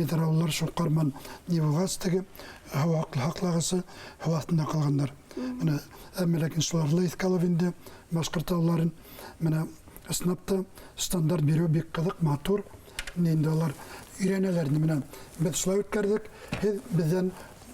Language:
Bashkir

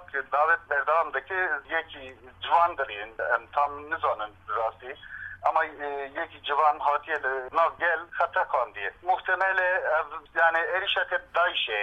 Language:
Kurdish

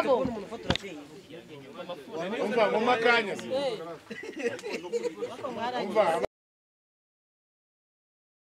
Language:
Kinyarwanda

